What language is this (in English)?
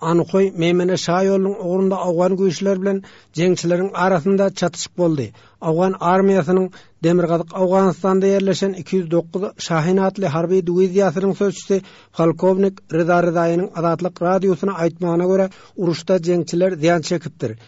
Kyrgyz